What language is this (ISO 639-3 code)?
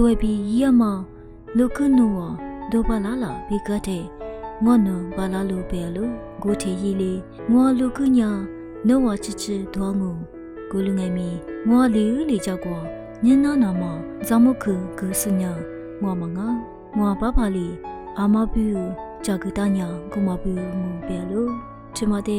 lis